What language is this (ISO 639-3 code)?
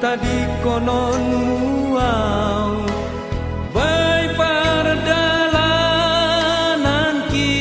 bts